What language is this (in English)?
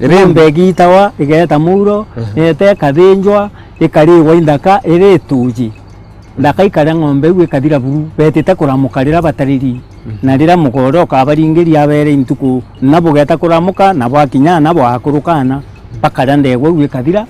Meru